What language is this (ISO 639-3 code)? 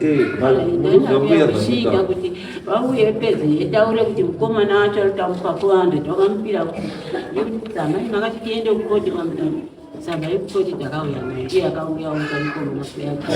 sna